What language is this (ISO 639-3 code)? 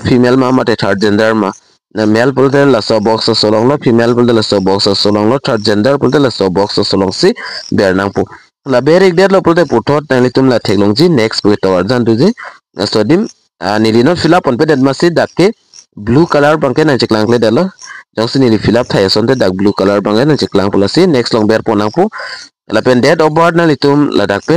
mjw